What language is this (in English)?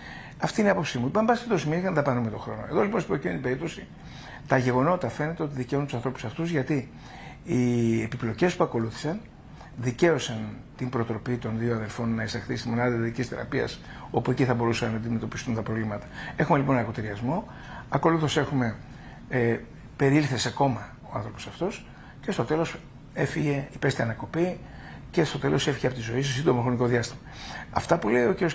Greek